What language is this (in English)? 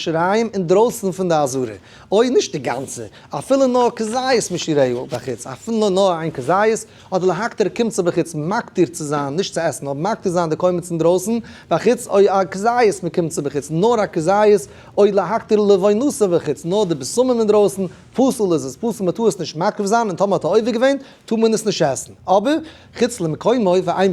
Yiddish